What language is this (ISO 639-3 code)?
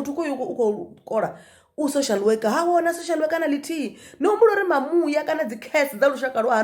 ven